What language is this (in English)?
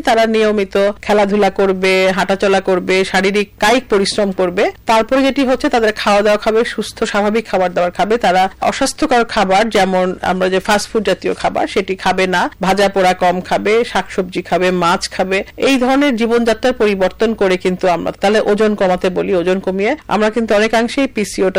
Bangla